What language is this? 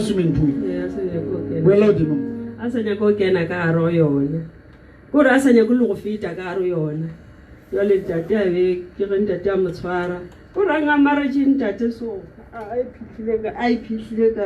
Southern Sotho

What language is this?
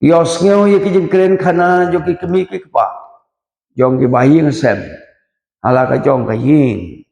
Khasi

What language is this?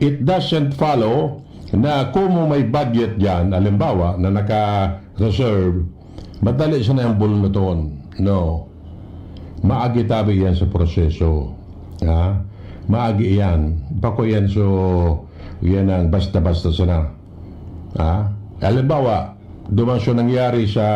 Bikol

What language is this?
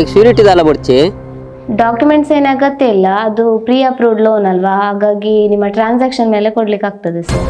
Tulu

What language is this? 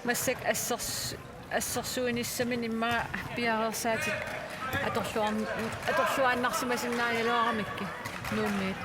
Kalaallisut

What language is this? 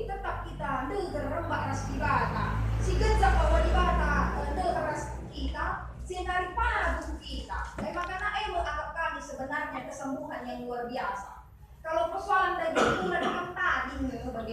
Batak Karo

